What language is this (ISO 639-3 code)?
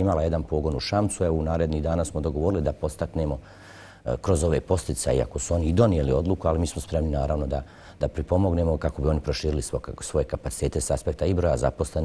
bos